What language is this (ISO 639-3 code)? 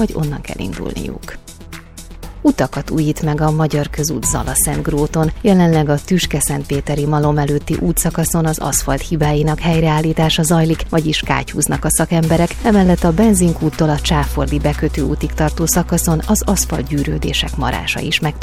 hun